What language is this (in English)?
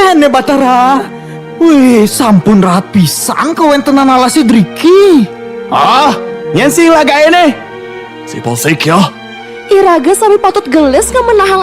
Balinese